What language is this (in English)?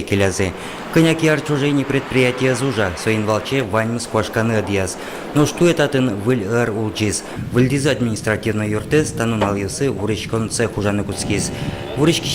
Udmurt